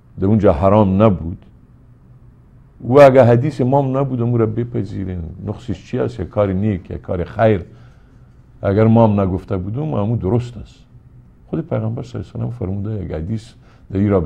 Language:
Persian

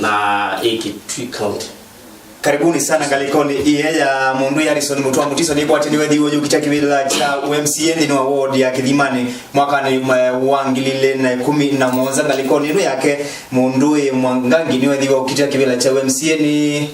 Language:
Kamba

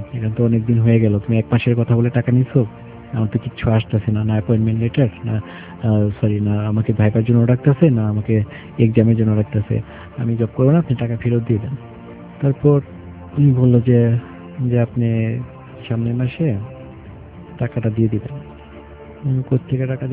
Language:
Bangla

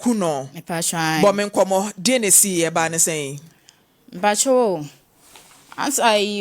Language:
Akan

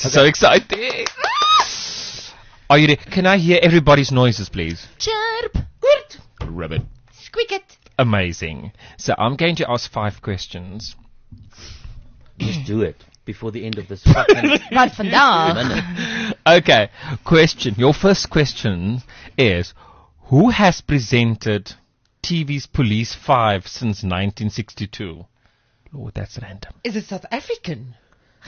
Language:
Afrikaans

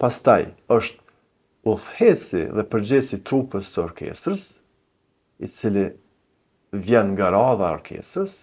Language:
Albanian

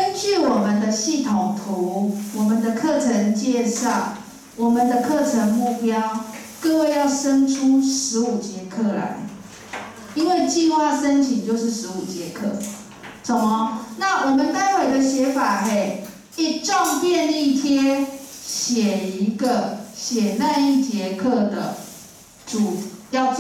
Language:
Chinese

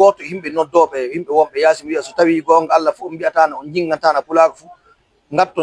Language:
Fula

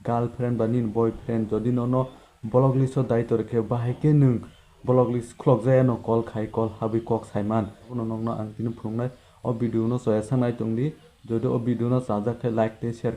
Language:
Kok Borok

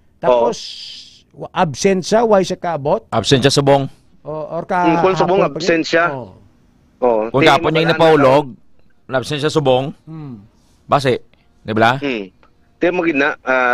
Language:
Hiligaynon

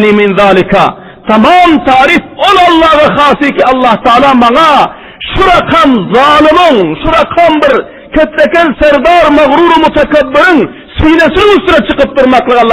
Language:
Turkmen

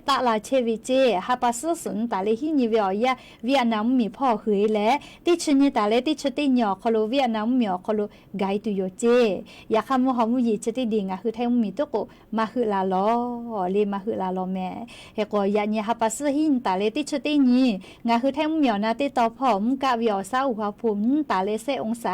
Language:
Lahu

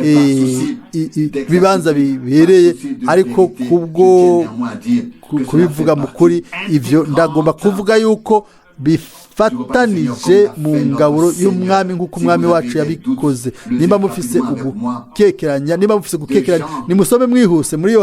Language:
Rundi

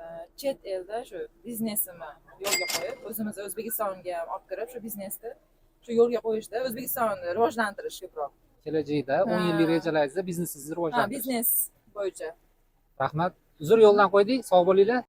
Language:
Uzbek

